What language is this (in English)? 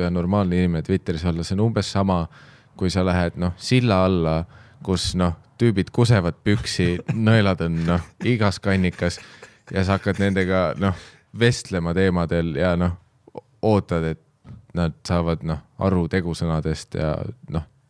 Estonian